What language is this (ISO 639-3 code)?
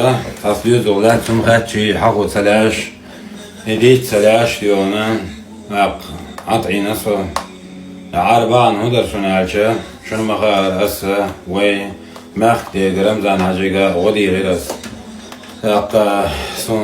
che